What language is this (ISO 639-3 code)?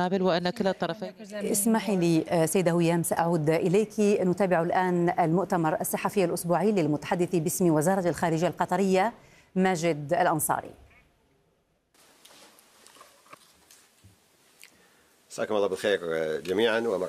ara